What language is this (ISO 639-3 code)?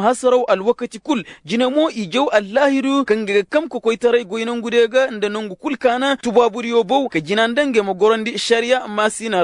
ses